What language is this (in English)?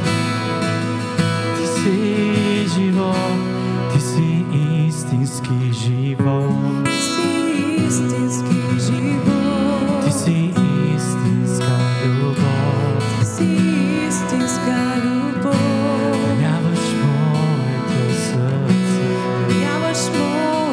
Bulgarian